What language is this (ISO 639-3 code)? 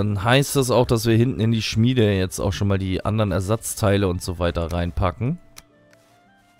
deu